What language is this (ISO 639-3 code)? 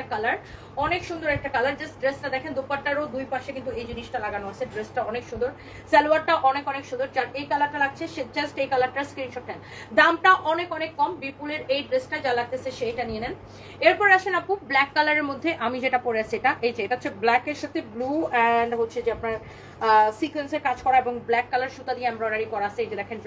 ben